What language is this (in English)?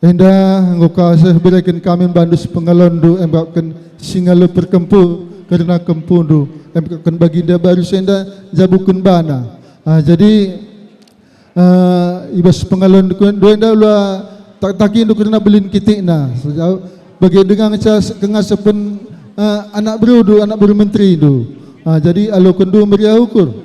Batak Karo